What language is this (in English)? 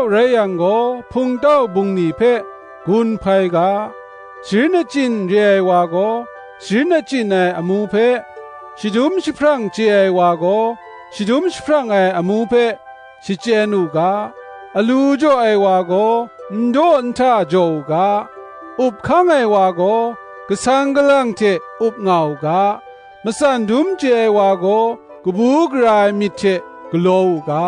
Kachin